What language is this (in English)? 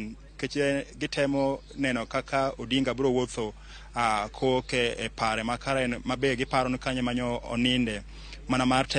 Luo (Kenya and Tanzania)